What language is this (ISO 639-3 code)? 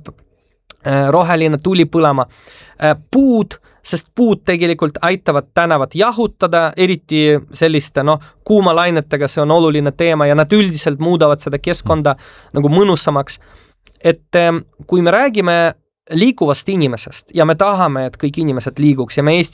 est